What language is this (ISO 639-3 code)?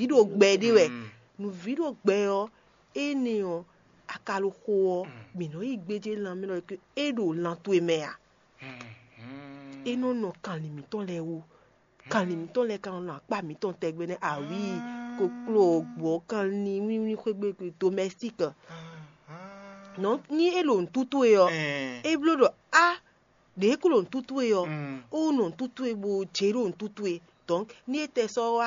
fon